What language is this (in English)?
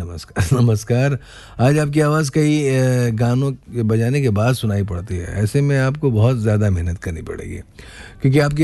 Hindi